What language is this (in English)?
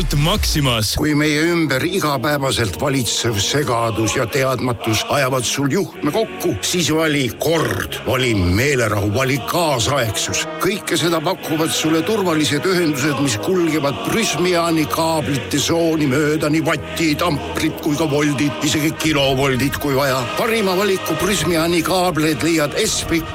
Estonian